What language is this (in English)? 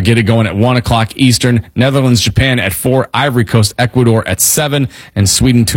English